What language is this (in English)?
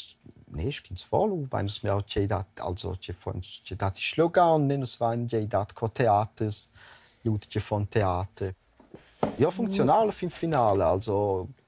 Romansh